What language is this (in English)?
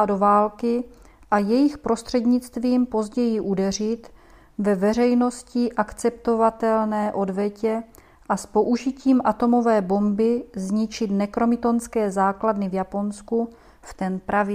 Czech